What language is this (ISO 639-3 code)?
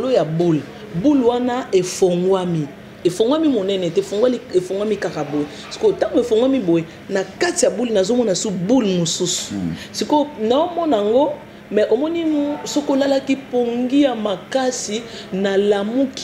lin